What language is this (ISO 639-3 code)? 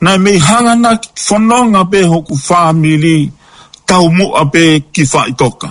ton